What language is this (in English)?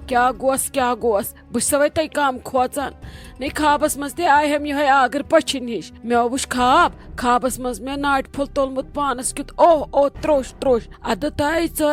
Kashmiri